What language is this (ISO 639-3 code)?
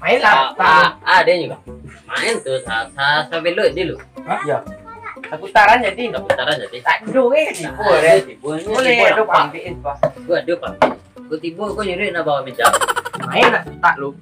min